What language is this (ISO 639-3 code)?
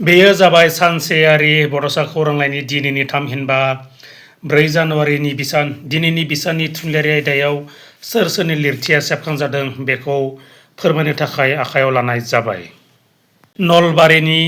brx